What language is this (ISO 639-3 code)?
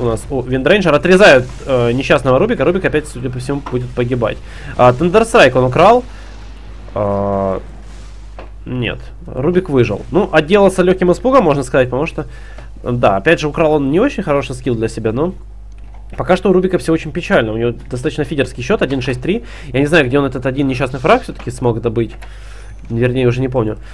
rus